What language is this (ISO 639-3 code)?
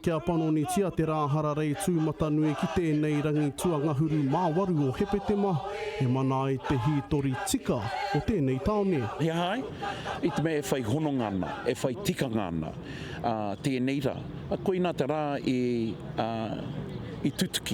mri